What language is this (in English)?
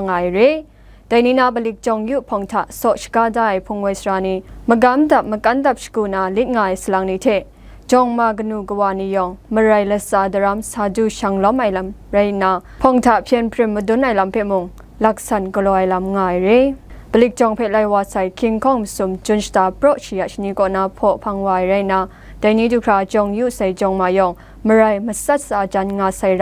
Kachin